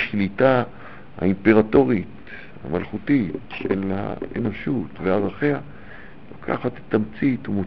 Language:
Hebrew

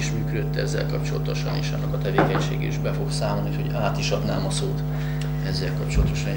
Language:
Hungarian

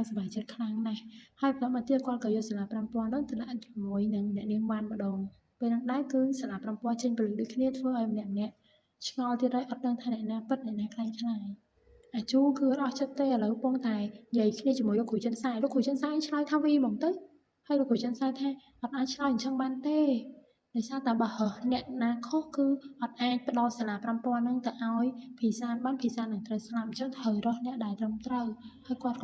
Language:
Khmer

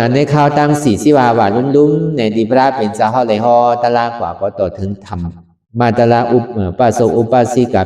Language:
Shan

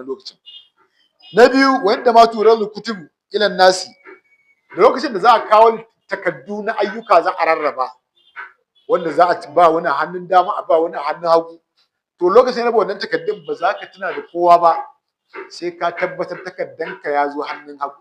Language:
Hausa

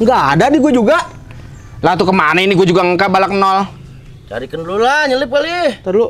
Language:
Betawi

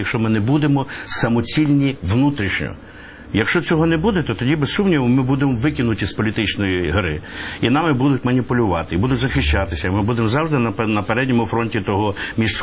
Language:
Ukrainian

